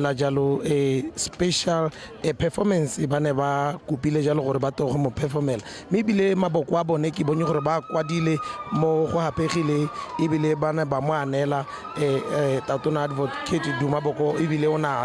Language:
Tswana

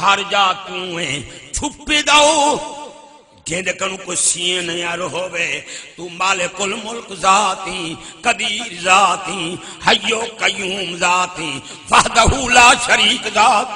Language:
Saraiki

